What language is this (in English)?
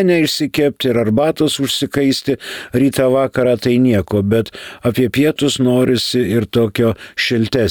Lithuanian